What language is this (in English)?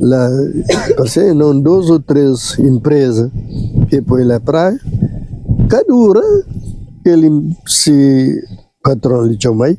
Kabuverdianu